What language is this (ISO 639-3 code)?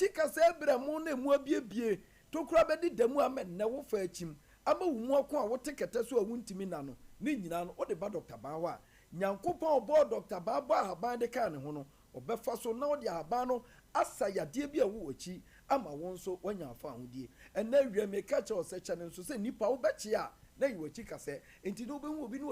aka